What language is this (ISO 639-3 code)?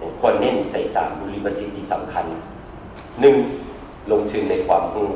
lao